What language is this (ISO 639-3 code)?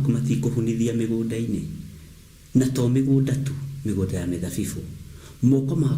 kik